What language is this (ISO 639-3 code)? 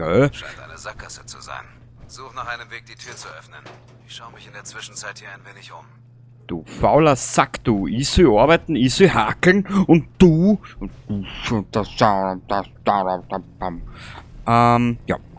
bar